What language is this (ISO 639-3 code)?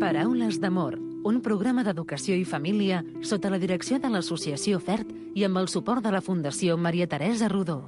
cat